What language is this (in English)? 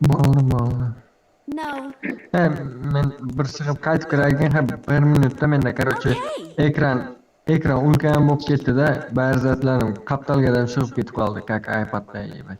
Kara-Kalpak